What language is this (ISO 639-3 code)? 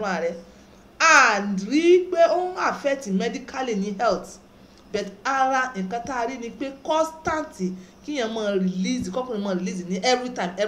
yor